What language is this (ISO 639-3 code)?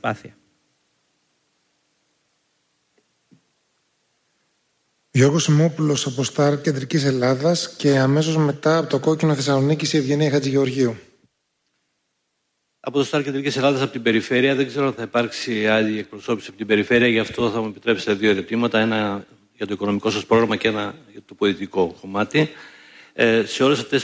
ell